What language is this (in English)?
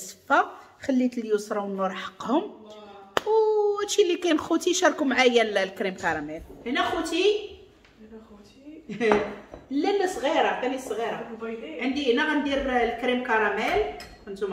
Moroccan Arabic